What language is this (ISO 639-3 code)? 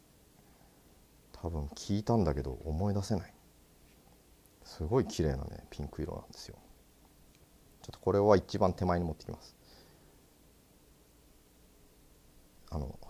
jpn